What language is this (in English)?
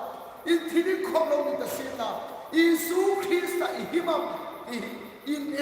Hmar